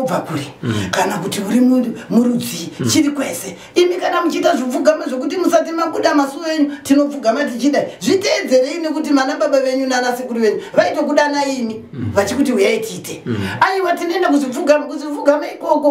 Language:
Shona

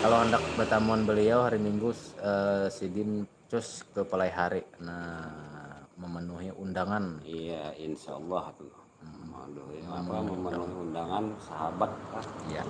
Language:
Banjar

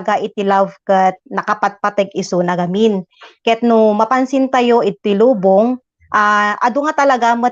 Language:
Iloko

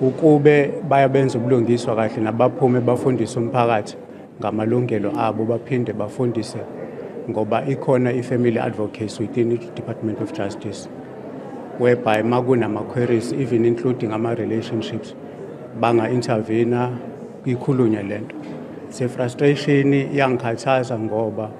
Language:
Zulu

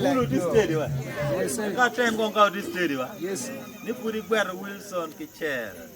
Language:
Acoli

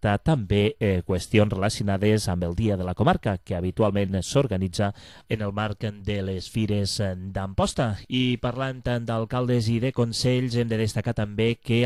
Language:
Catalan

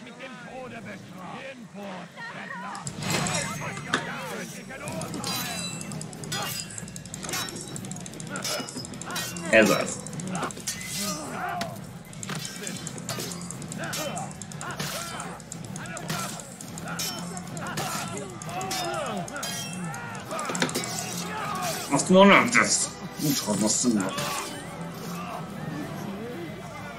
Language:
Hungarian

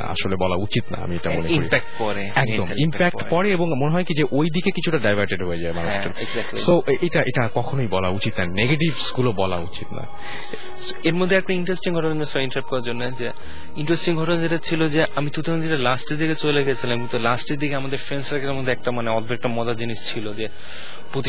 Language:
Bangla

